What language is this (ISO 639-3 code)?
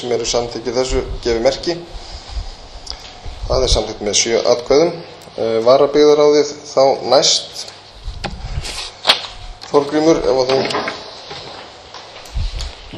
isl